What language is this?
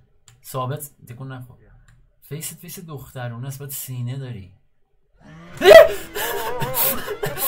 Persian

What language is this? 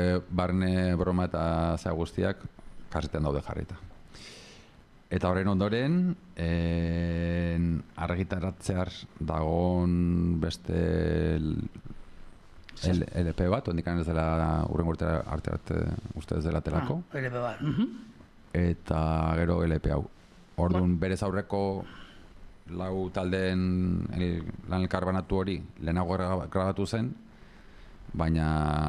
Basque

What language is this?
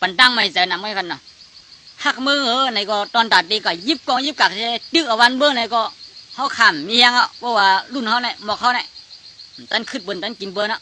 Shan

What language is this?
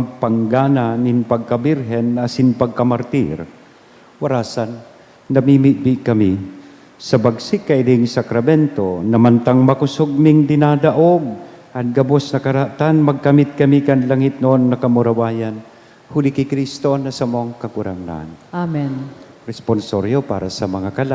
Bikol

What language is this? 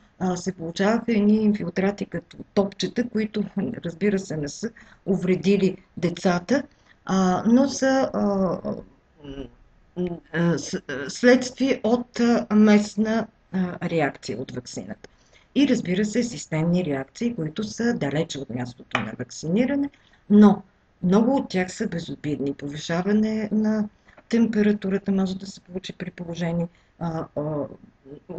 Bulgarian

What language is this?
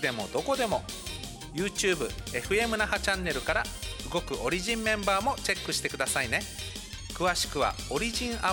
Japanese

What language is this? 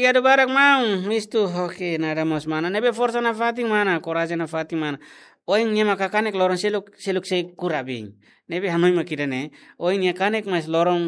Tetum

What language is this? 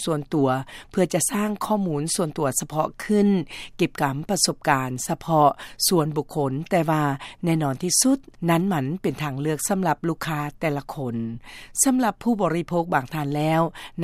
Lao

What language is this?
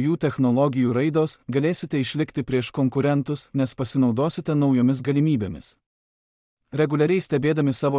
Lithuanian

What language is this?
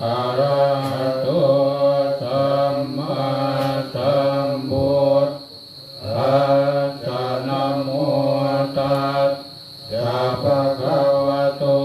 Pali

